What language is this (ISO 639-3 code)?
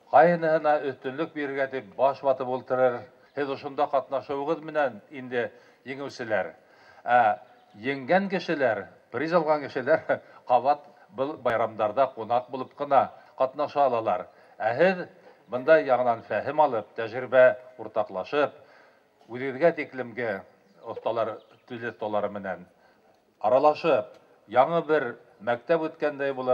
bak